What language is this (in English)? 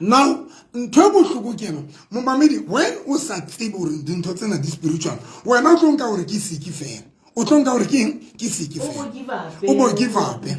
Southern Sotho